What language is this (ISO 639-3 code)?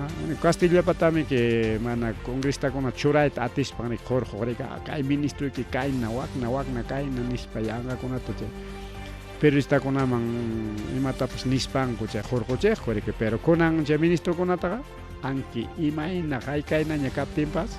quy